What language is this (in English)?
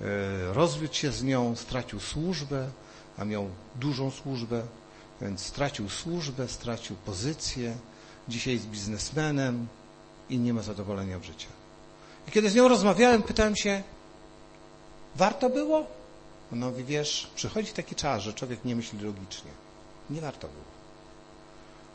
Polish